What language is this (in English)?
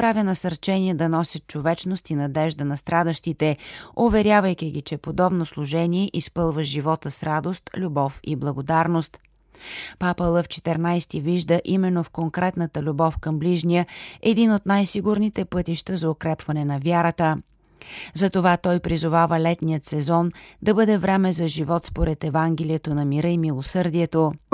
Bulgarian